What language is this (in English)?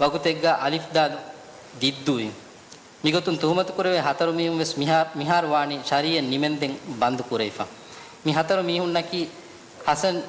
Divehi